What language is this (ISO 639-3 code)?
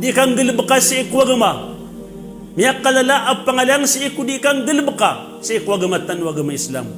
mrw